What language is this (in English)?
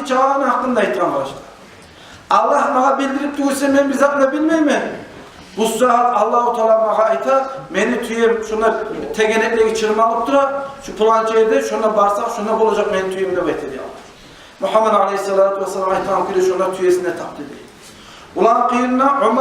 Kumyk